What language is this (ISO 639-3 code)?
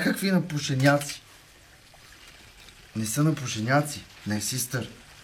bul